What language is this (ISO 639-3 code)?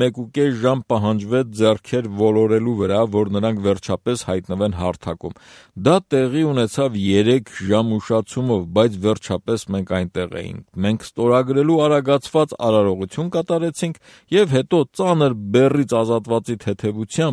hye